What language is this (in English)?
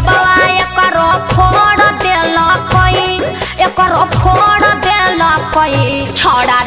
Magahi